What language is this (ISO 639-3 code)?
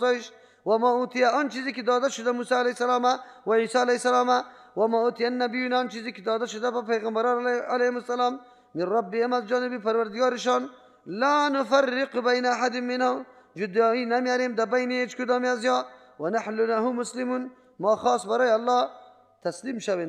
fas